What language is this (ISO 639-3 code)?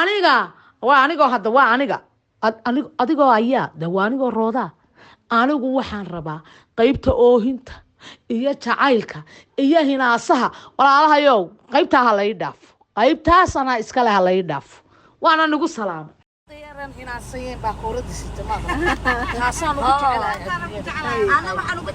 som